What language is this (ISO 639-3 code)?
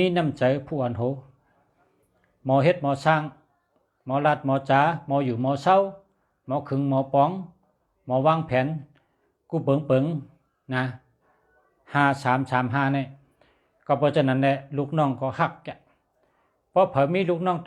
shn